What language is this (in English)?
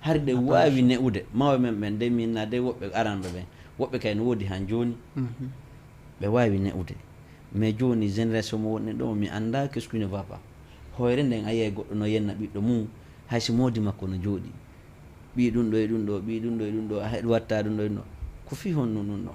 Fula